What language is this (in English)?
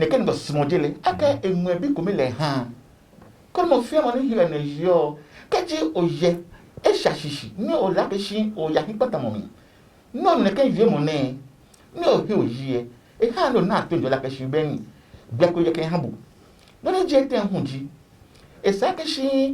Adangme